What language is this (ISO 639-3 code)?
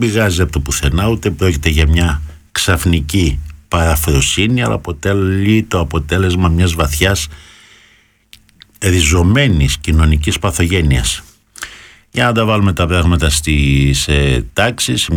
ell